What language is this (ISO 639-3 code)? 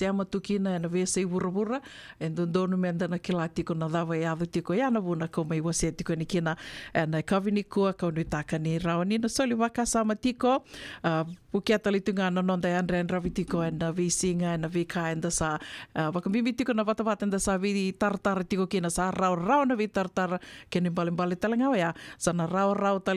fij